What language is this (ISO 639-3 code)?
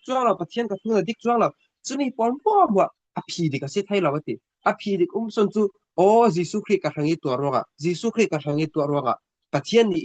cfm